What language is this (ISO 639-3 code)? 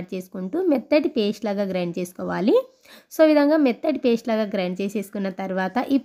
tel